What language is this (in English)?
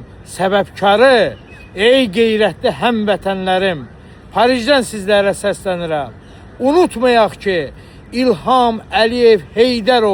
Azerbaijani